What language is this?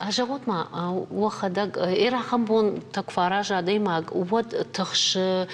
Ossetic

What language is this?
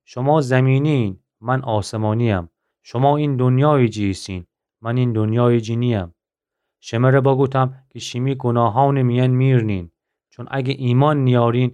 Gilaki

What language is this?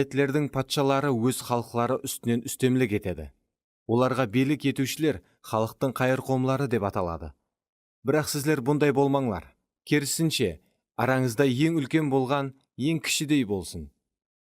Kara-Kalpak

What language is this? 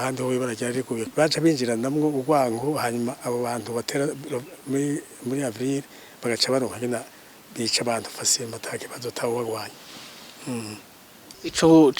Rundi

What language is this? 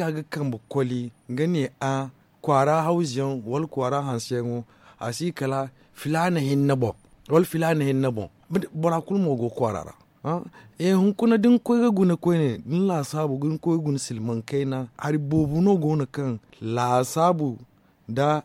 Zarma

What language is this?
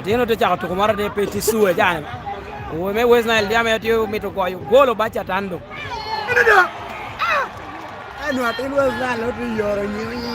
Lango (Uganda)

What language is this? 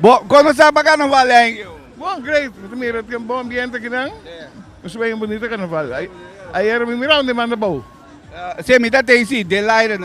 Papiamento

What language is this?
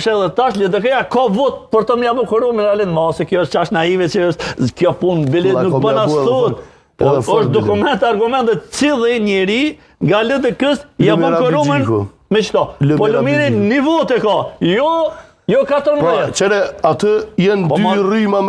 Albanian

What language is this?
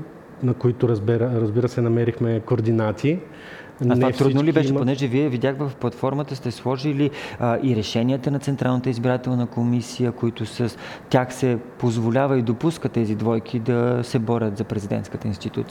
Bulgarian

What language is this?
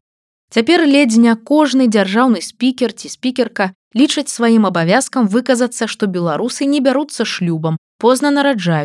Belarusian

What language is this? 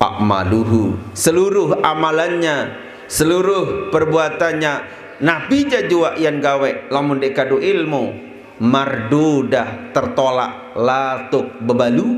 Sasak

